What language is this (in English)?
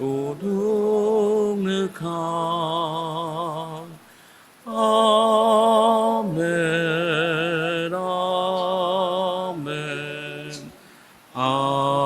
Ao Naga